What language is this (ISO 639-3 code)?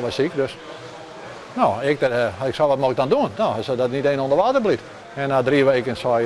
fry